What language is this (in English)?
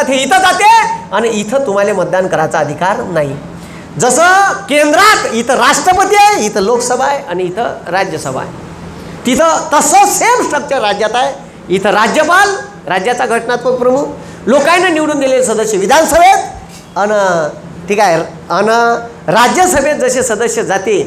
Marathi